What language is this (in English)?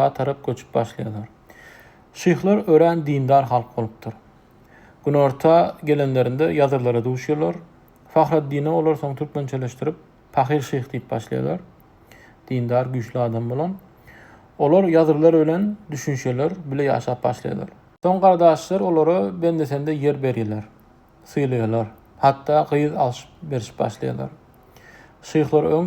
Turkmen